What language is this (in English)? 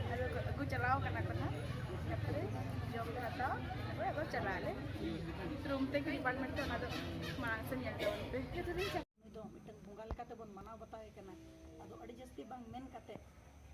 Santali